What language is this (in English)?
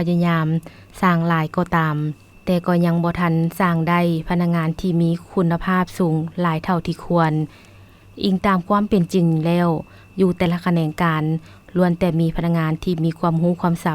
Lao